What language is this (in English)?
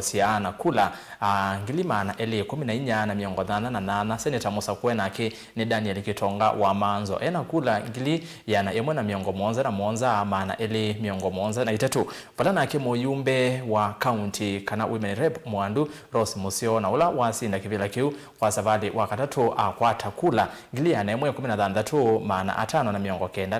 Kamba